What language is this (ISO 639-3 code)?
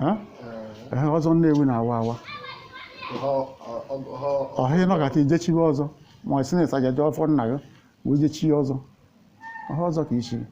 ibo